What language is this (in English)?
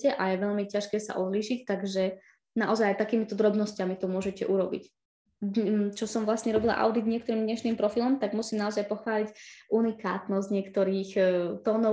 Slovak